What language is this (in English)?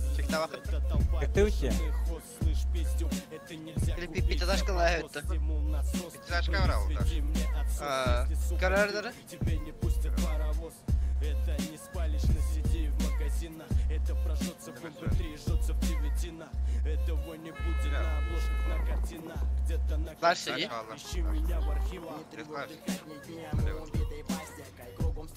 Yakut